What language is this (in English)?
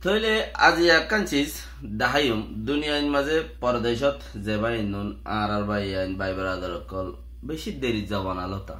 Rohingya